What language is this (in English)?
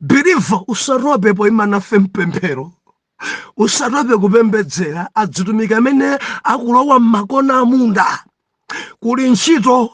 Nyanja